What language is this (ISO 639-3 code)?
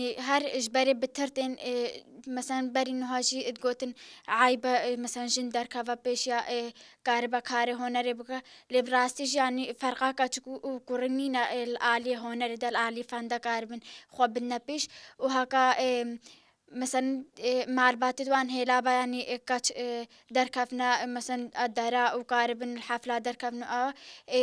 kur